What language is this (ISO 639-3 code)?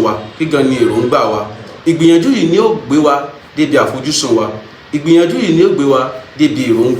yor